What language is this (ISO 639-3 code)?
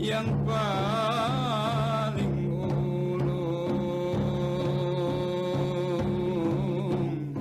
bjn